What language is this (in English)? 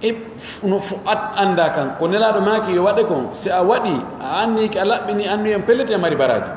Pular